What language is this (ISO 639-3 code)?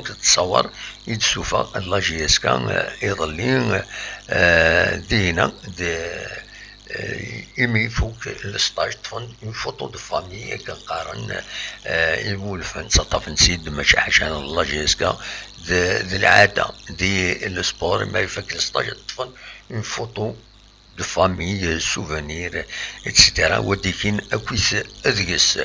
kab